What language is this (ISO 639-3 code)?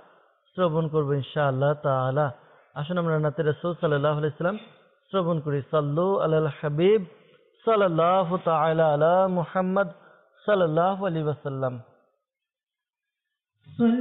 ben